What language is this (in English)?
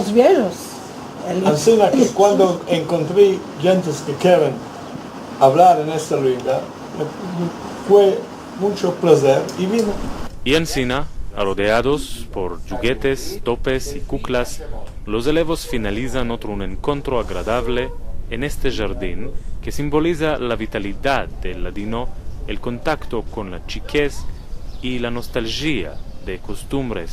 Ladino